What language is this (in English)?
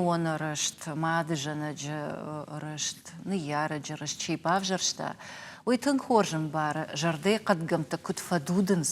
Ossetic